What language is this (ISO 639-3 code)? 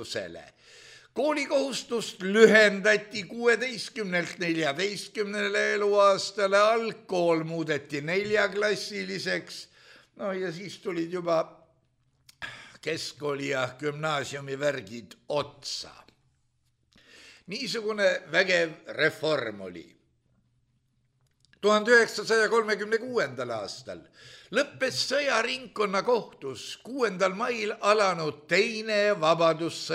est